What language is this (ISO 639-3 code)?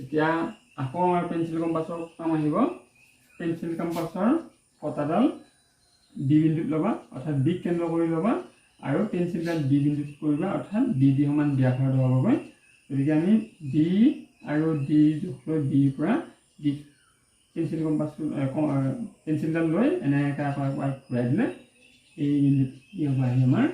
asm